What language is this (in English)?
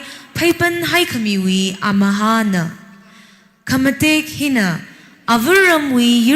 Tangkhul Naga (India)